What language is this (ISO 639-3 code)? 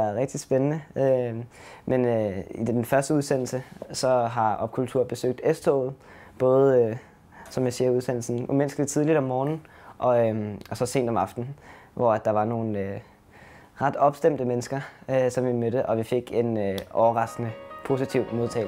dan